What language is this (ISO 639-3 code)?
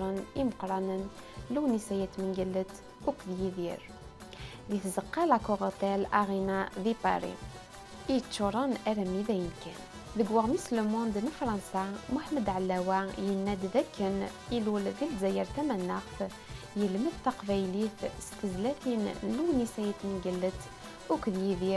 kab